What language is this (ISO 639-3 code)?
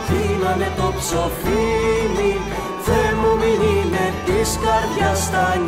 ell